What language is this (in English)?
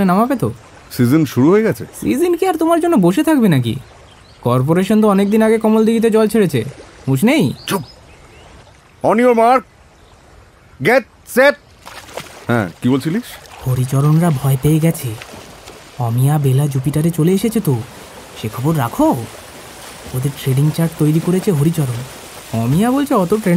Bangla